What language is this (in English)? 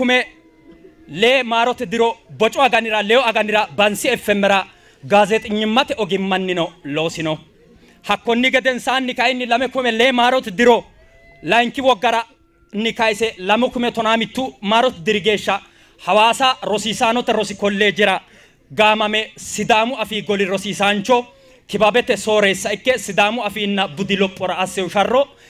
Sidamo